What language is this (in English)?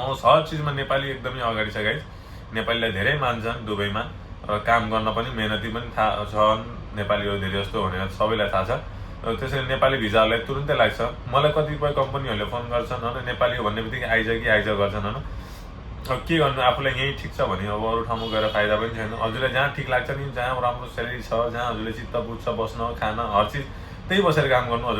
Nepali